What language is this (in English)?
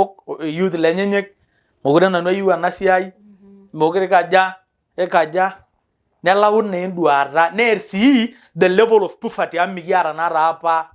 Masai